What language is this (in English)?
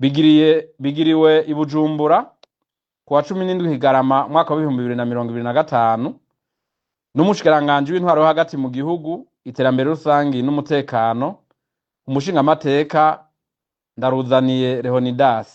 Rundi